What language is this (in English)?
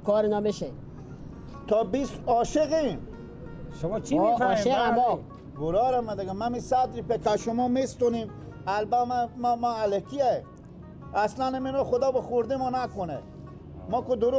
Persian